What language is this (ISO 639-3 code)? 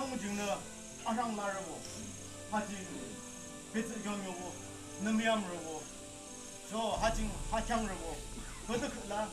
nag